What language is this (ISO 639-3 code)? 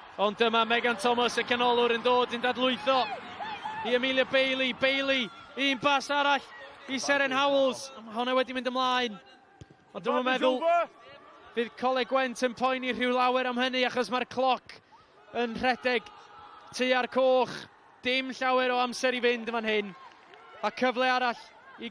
cym